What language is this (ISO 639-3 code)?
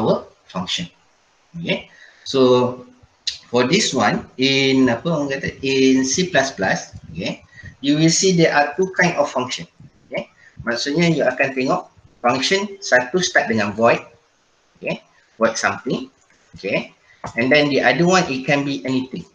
msa